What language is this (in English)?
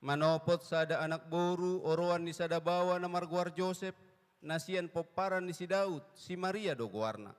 Batak Toba